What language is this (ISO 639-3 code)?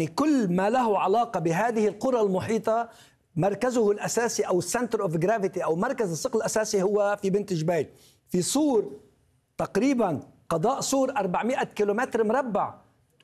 ara